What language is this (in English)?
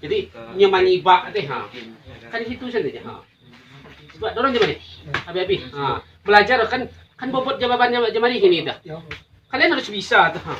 Minangkabau